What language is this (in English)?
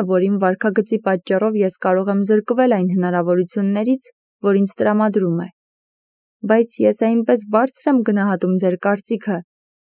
Armenian